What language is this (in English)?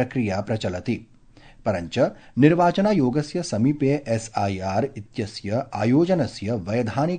Sanskrit